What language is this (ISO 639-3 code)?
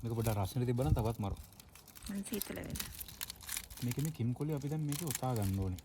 sin